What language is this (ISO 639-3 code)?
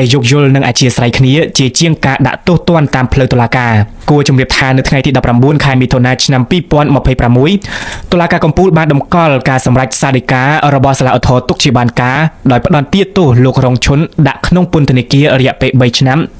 khm